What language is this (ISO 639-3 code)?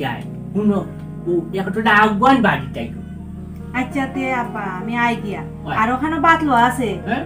syl